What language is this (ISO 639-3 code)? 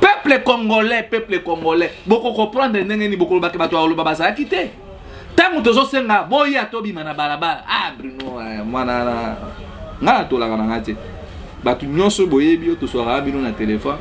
lin